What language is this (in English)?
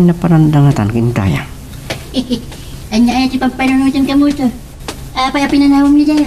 Iloko